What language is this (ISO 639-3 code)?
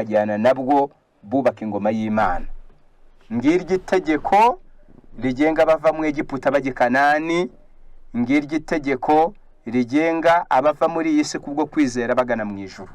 kin